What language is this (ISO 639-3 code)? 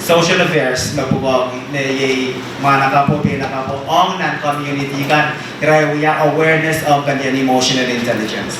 pon